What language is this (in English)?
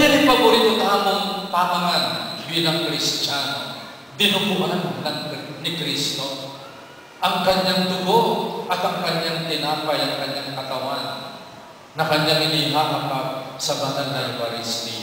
Pampanga